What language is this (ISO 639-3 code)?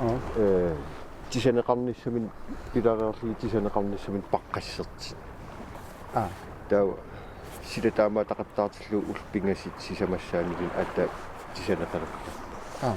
kal